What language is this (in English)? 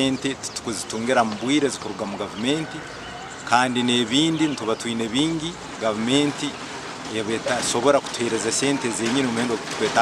Nyankole